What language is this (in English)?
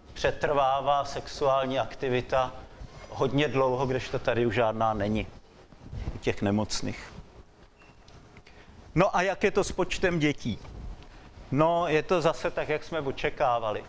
Czech